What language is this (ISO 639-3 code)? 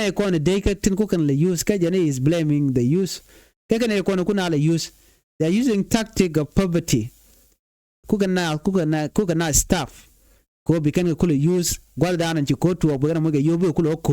nus